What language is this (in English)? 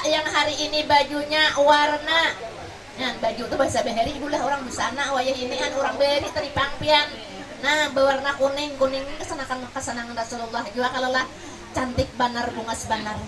Banjar